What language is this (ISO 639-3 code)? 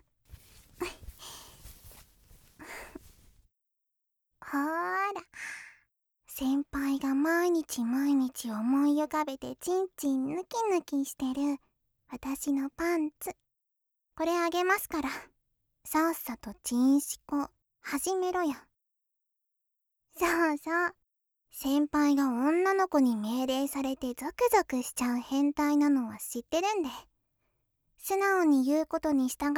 jpn